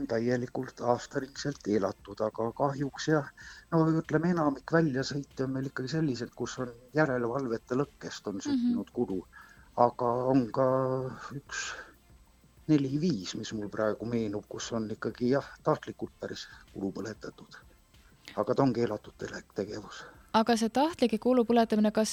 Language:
Estonian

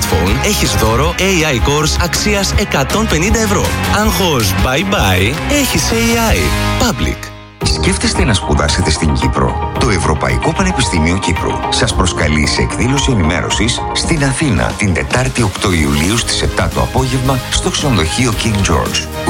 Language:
Greek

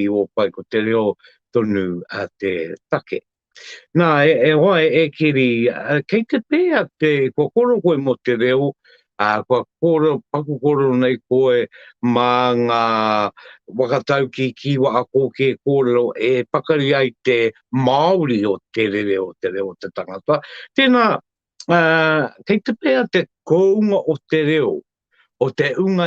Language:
Māori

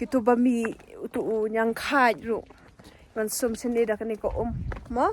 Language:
Khasi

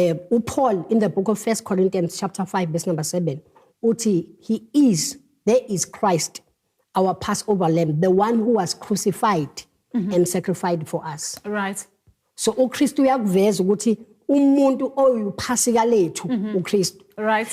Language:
Zulu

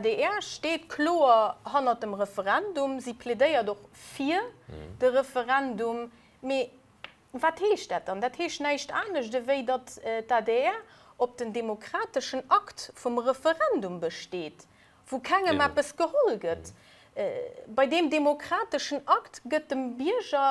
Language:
Luxembourgish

